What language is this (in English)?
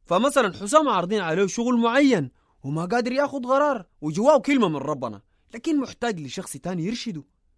Sudanese Arabic